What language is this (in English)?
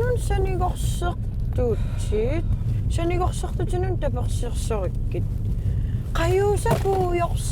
Kalaallisut